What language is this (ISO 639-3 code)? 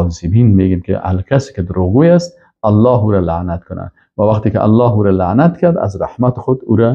fas